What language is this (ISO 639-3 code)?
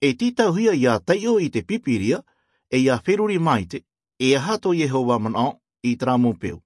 tah